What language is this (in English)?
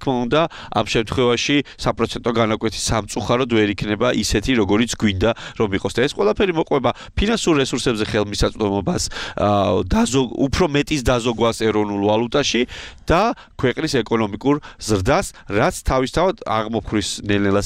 Georgian